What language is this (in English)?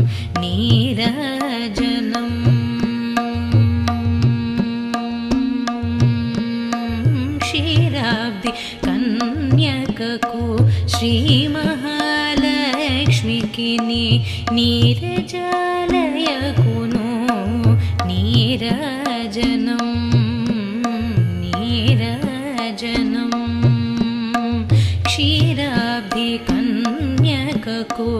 Telugu